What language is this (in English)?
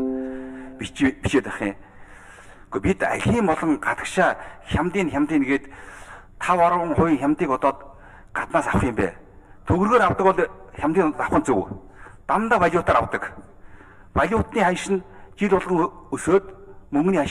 Mongolian